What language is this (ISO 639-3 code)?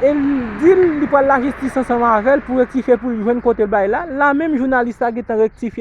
hat